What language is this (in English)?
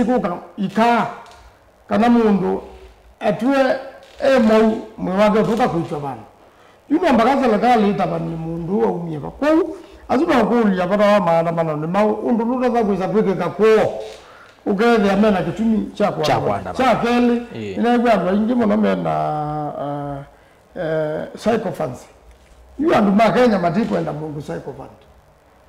Kamba